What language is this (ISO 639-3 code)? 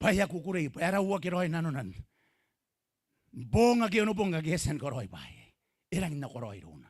gil